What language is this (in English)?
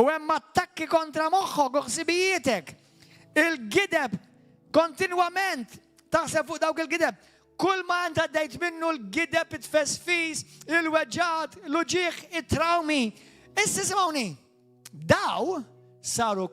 Maltese